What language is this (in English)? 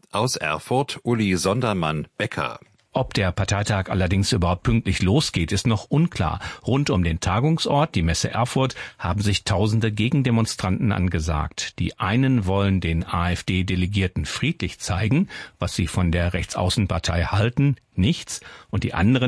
German